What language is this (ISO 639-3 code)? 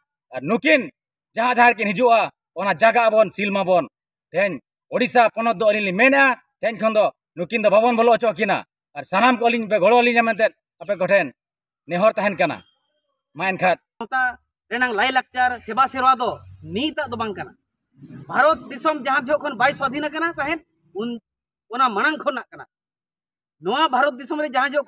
sat